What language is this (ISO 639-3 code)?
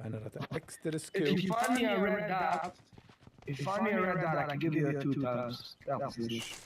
yid